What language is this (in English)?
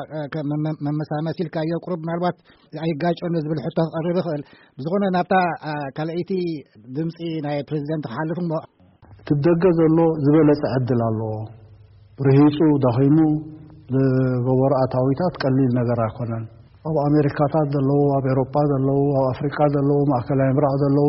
Tigrinya